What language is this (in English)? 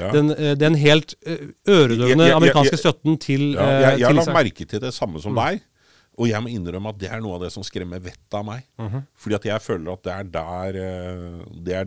Norwegian